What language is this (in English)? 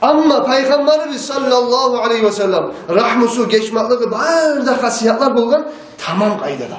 Kumyk